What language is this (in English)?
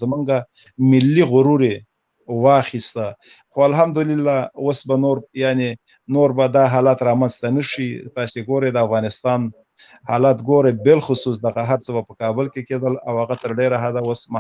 Pashto